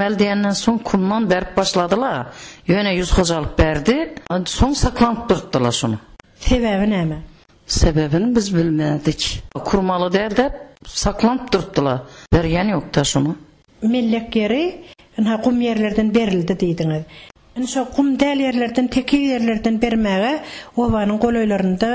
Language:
Turkmen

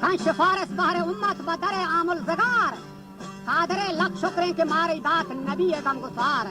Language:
Baluchi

